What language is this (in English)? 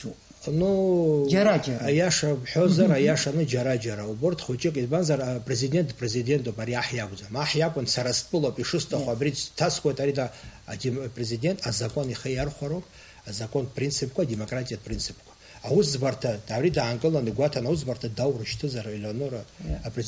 Abkhazian